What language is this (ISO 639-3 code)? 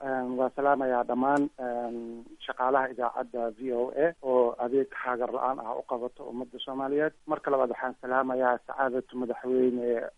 som